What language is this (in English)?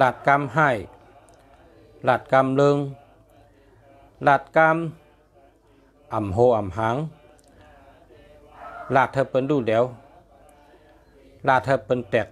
Shan